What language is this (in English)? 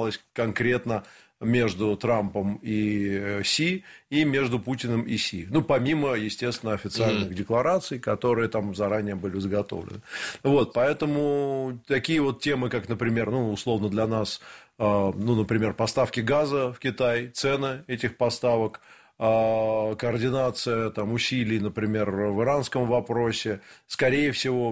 Russian